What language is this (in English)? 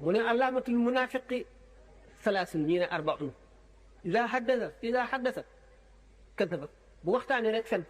Wolof